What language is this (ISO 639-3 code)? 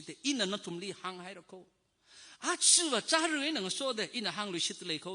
nmf